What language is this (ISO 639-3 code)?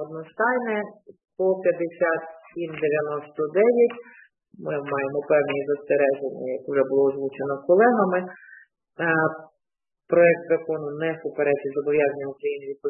ukr